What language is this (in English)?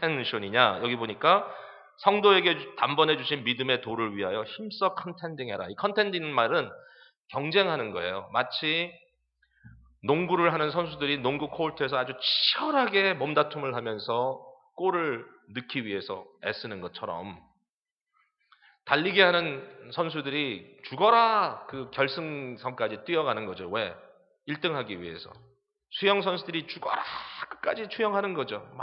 Korean